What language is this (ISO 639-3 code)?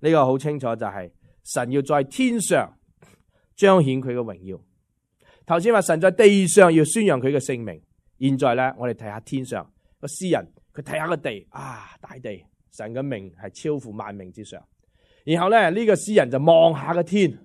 yue